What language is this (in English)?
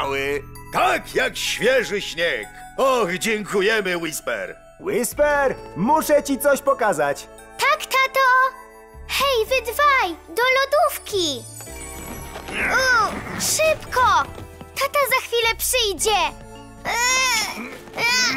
Polish